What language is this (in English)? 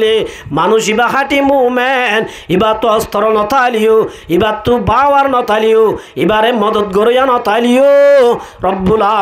Rohingya